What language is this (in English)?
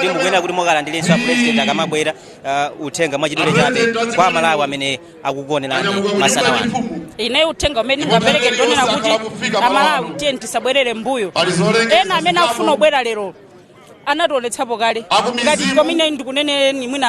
Nyanja